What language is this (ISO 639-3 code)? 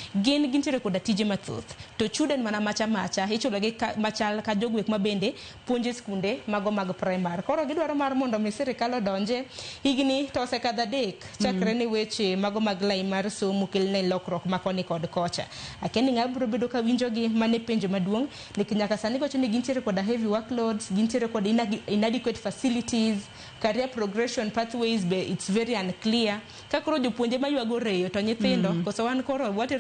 luo